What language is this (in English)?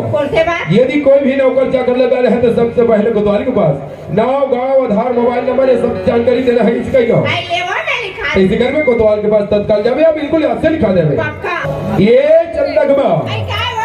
Chhattisgarhi